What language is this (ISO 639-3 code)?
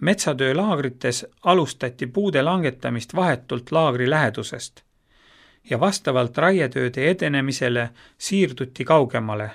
est